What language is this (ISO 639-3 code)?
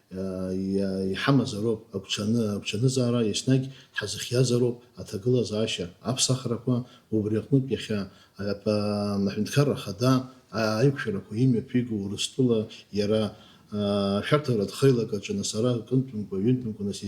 abk